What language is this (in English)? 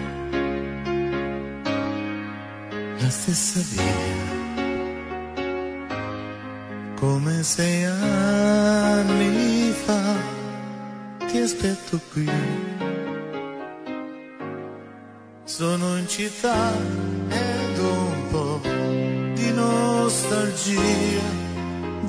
Italian